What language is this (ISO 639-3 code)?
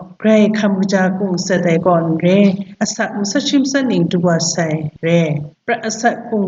kac